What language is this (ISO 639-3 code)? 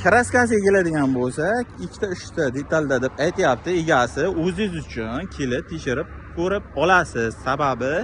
uzb